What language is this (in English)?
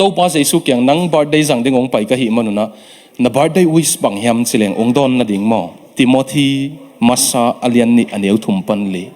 Tedim Chin